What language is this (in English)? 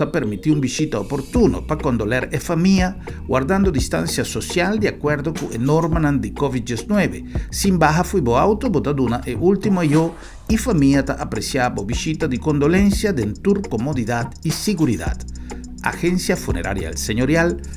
Papiamento